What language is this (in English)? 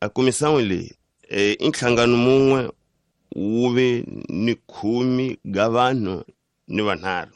Tsonga